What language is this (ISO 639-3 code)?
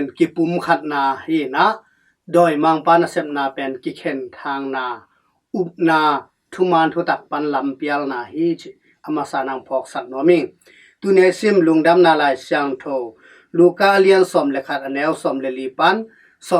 ctd